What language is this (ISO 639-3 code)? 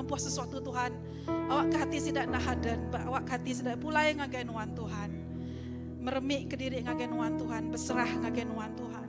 iba